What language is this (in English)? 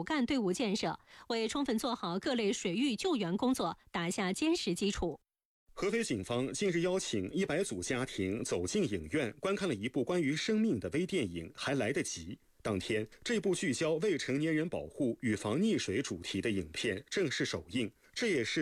Chinese